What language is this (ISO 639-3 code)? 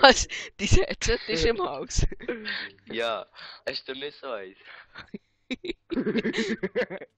gsw